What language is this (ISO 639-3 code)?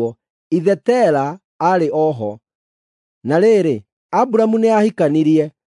kik